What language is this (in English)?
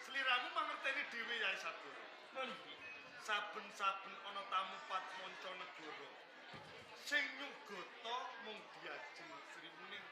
Javanese